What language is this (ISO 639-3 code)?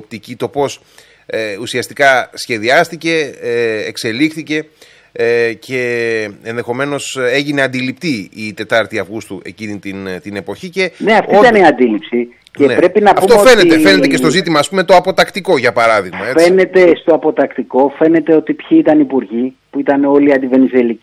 ell